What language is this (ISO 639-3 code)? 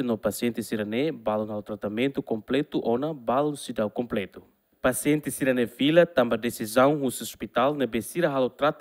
tet